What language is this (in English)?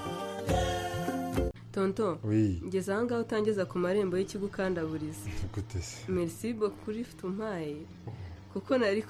Kinyarwanda